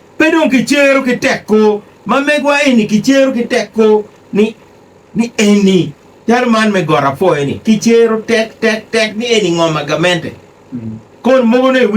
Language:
Acoli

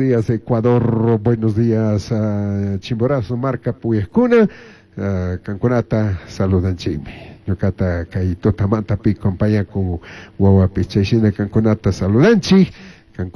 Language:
Chimborazo Highland Quichua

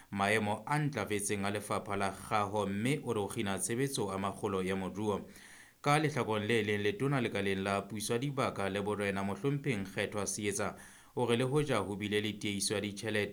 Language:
Southern Sotho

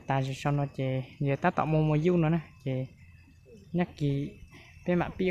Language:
Hmong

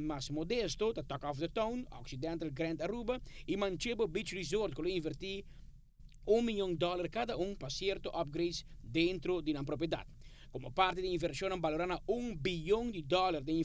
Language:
Papiamento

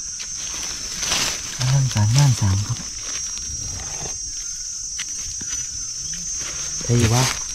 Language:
Thai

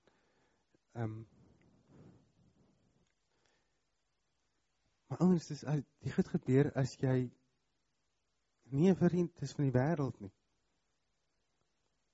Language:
Afrikaans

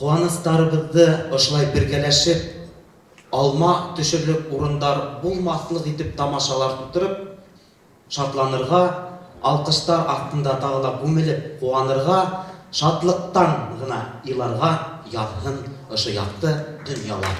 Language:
Bashkir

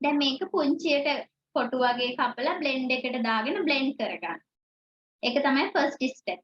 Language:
Sinhala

